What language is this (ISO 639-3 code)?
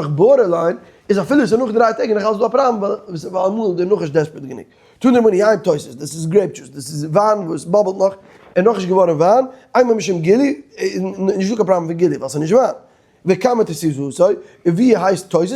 yid